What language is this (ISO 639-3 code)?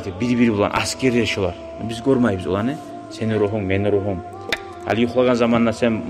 kum